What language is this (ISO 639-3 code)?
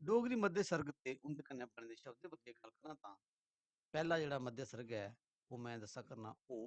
doi